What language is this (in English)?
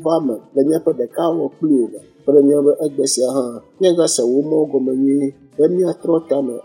Ewe